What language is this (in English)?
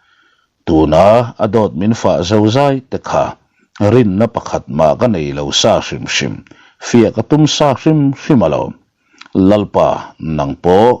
Mizo